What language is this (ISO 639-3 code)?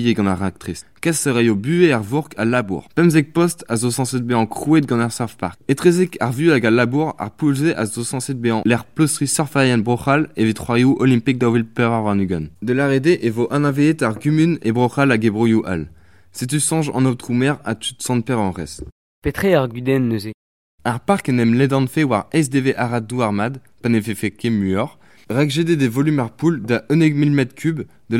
bre